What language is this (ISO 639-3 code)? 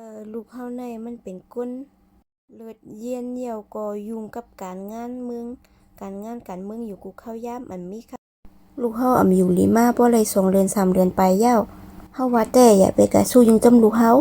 shn